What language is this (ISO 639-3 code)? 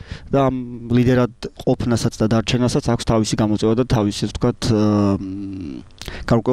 kat